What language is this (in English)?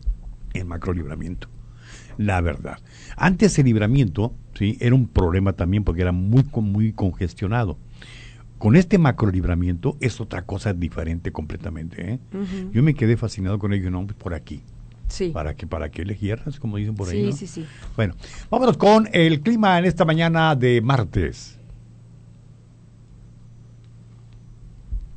Spanish